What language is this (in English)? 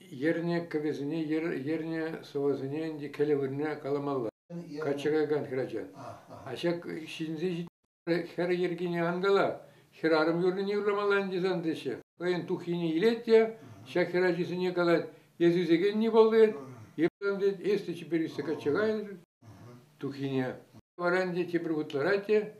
Chuvash